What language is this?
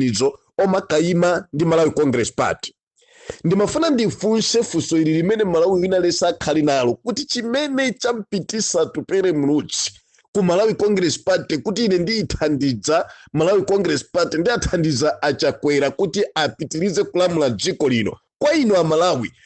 Nyanja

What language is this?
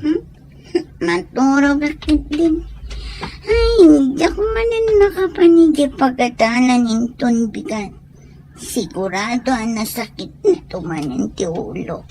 Iloko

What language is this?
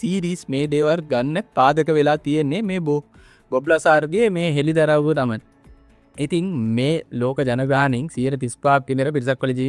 Sinhala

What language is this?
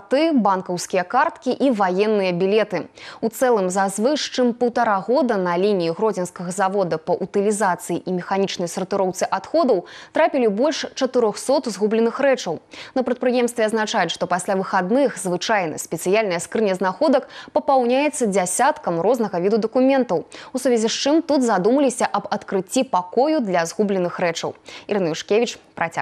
Belarusian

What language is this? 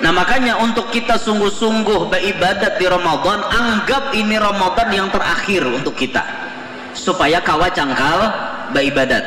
Banjar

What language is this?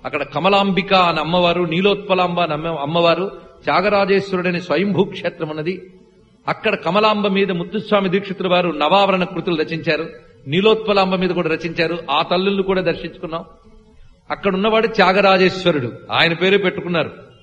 Telugu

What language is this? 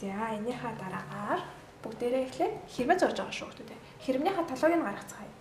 Mongolian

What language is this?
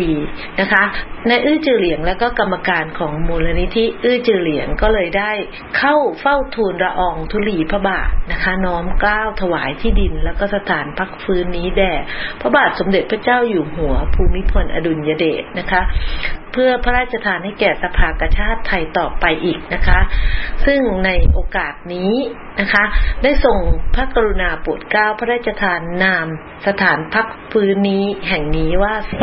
Thai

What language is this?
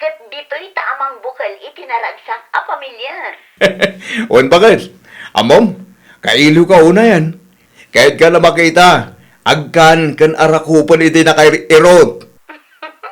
Iloko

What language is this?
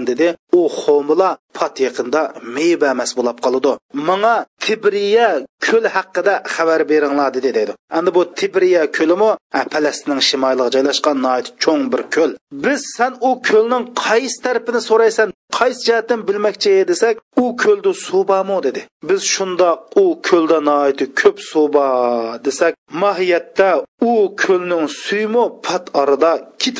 Uyghur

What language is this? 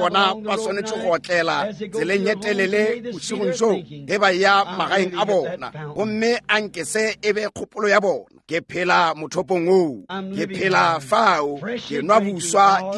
Northern Sotho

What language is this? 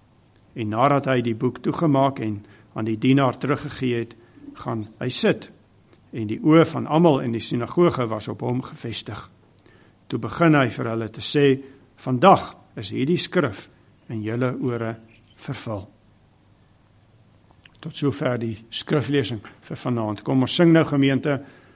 Afrikaans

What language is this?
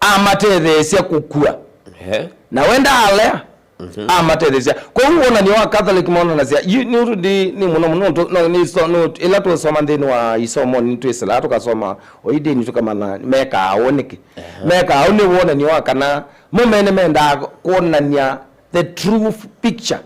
Kamba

